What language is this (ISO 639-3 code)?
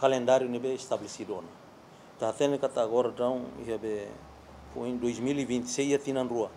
tet